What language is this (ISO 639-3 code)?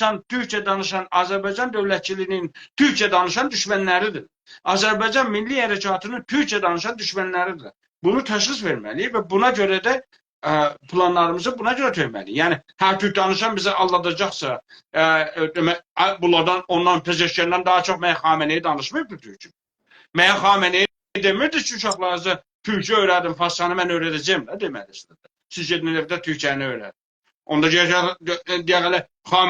azb